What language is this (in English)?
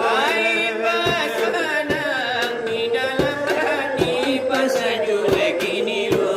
Minangkabau